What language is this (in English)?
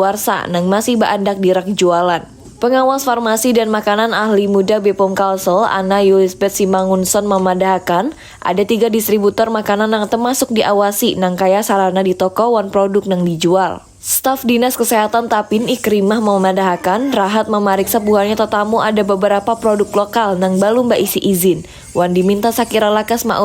Banjar